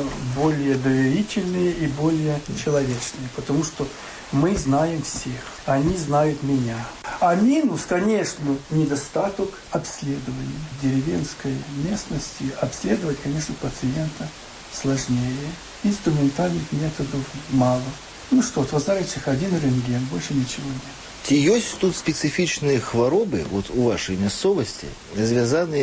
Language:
Belarusian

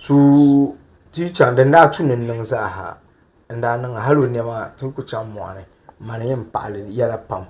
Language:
Dagbani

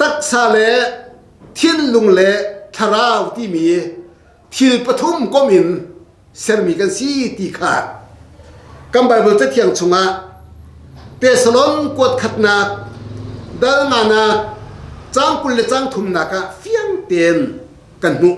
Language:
Hakha Chin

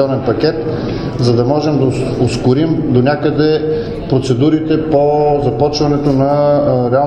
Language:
Bulgarian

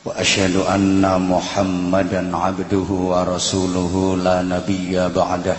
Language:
Javanese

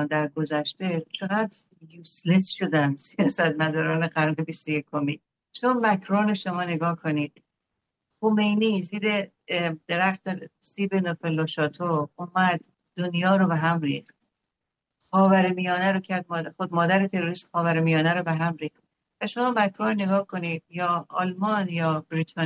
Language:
Persian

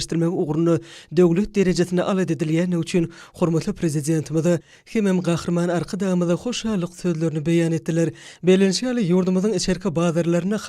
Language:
Turkmen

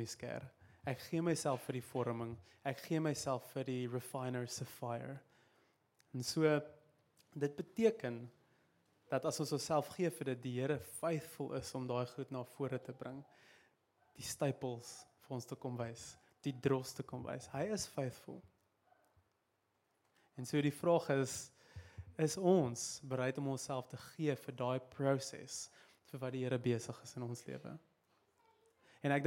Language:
Afrikaans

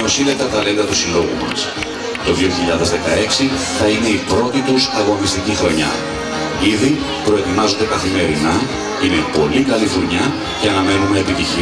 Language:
Greek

